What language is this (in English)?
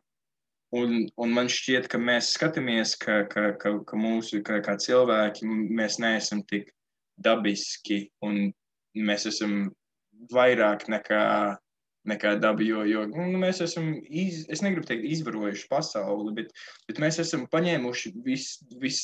Latvian